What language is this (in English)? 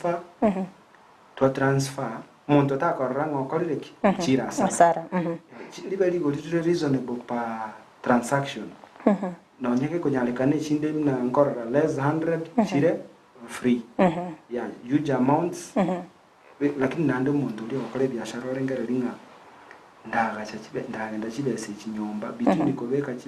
Gusii